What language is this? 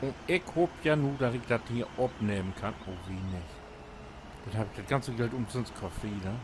Low German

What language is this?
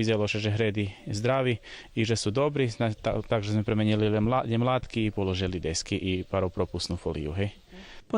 Rusyn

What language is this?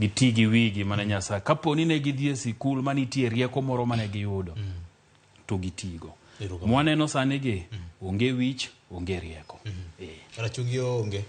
Luo (Kenya and Tanzania)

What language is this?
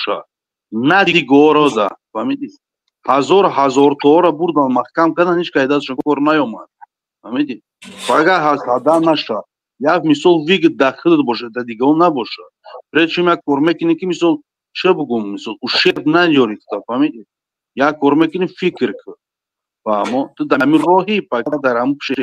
Tajik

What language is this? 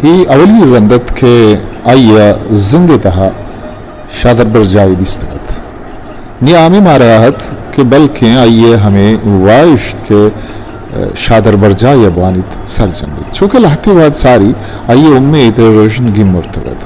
Eastern Balochi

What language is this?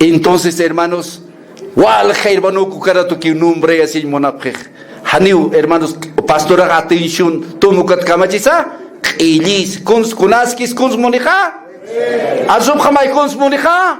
Aymara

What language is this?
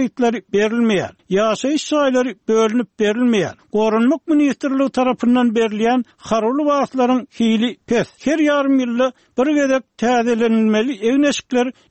Turkmen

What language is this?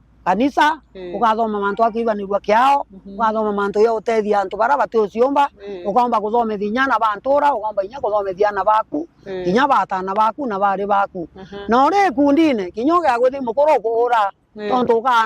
Meru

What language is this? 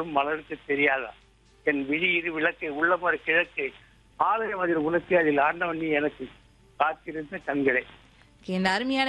Tamil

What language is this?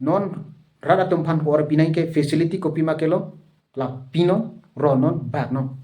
Karbi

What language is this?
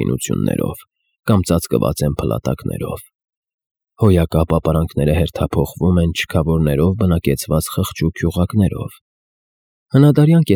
Armenian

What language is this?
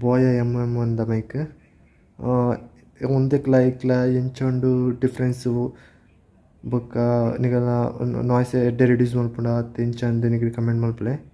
Tulu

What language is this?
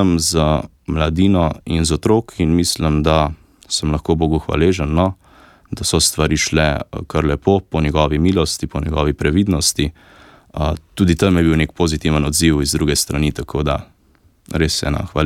Slovenian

